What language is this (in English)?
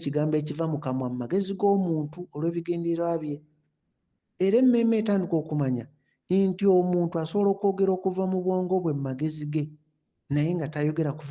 Ganda